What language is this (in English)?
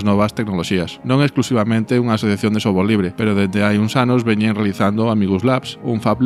Galician